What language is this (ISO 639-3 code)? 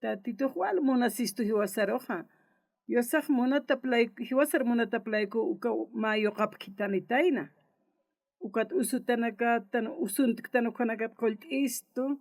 aym